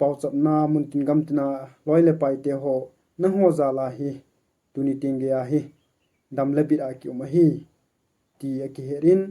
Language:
Thado Chin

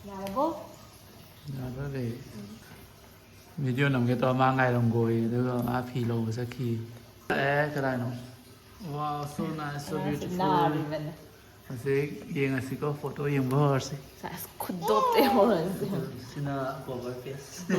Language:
Manipuri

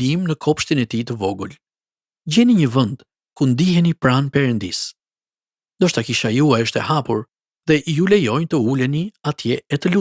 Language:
Albanian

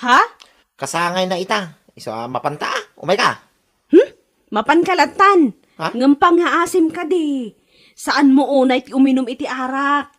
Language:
Iloko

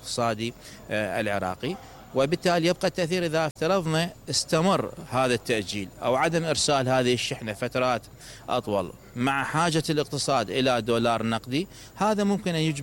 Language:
Mesopotamian Arabic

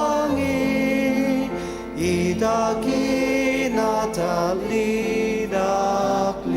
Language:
Ao Naga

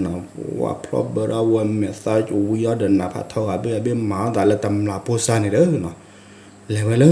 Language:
S'gaw Karen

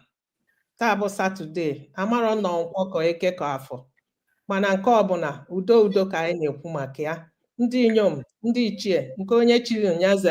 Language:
Igbo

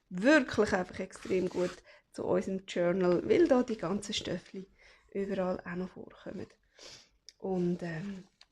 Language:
Swiss German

